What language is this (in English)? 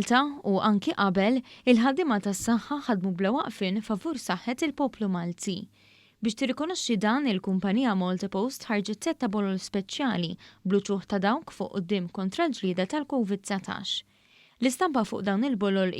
Maltese